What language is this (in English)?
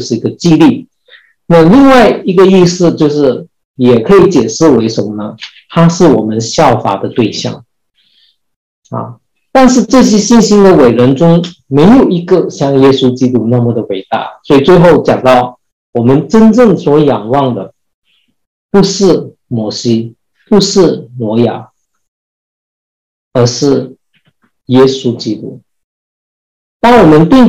Chinese